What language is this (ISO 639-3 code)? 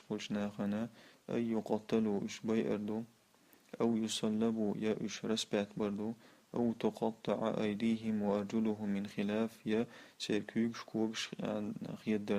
che